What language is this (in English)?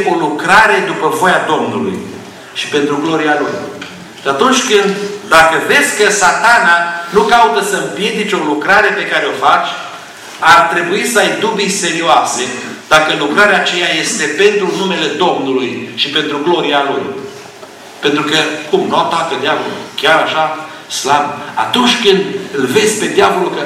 Romanian